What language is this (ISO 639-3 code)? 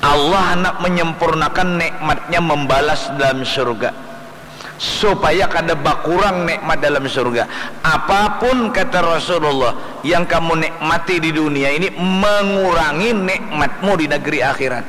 bjn